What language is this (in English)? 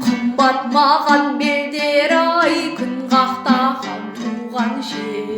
Kazakh